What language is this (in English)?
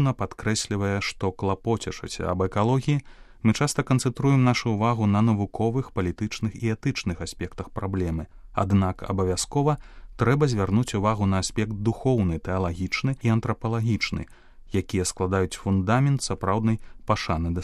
Belarusian